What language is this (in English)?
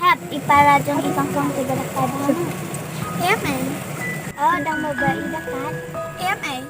Khasi